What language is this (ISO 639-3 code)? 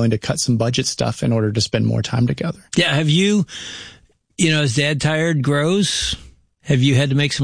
eng